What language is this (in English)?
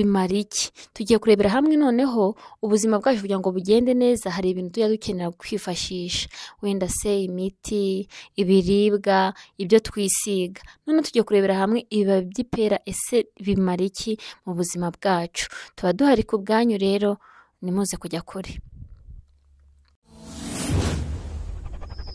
Kinyarwanda